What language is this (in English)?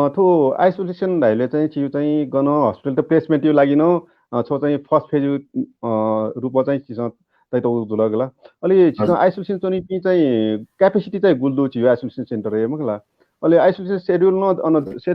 Newari